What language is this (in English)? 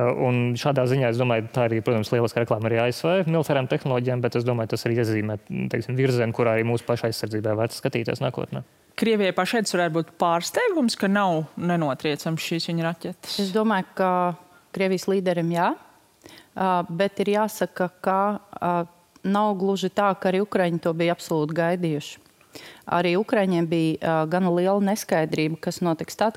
Latvian